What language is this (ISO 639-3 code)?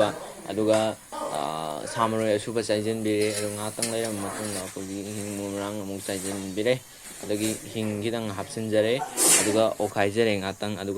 mni